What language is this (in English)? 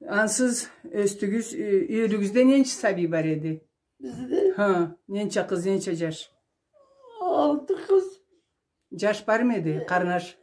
Karachay-Balkar